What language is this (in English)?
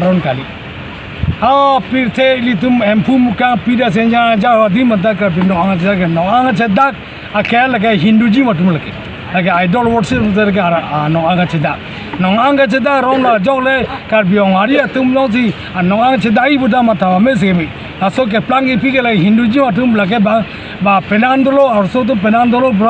Karbi